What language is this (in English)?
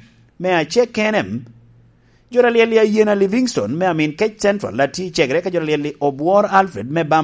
Lango (Uganda)